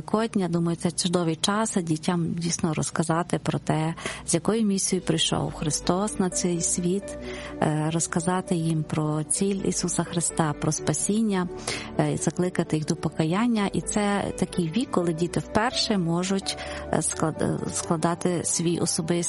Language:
Ukrainian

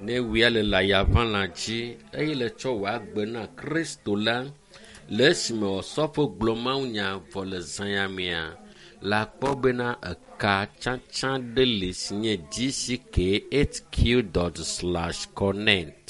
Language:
Ewe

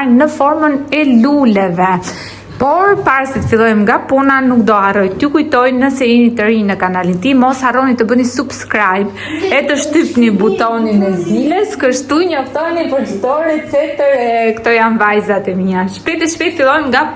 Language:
Albanian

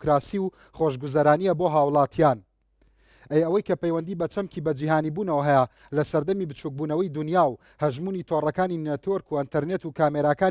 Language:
Central Kurdish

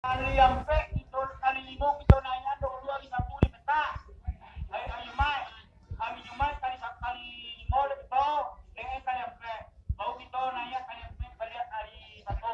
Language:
Minangkabau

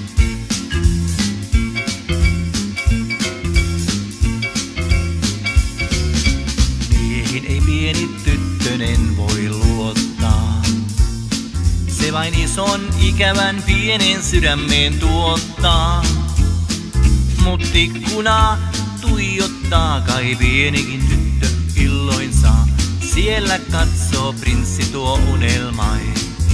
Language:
Finnish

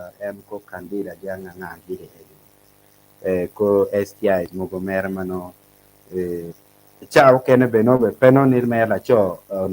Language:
Acoli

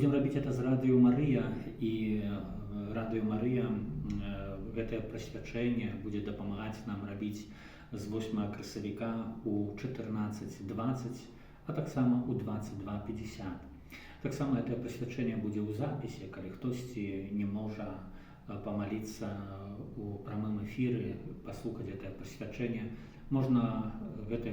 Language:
Belarusian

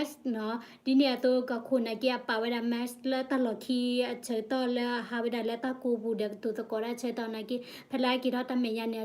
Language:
S'gaw Karen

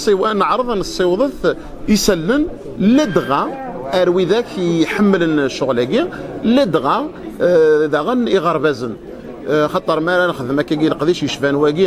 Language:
Kabyle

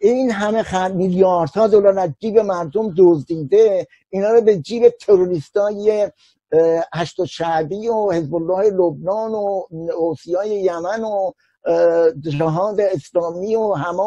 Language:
Persian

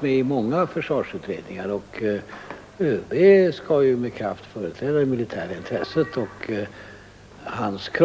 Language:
Swedish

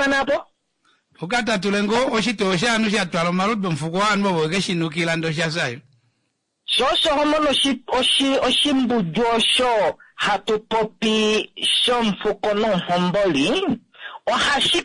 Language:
Kuanyama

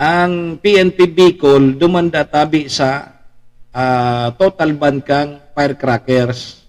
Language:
Bikol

